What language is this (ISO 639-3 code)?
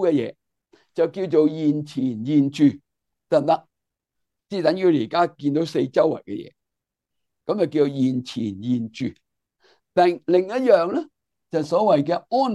yue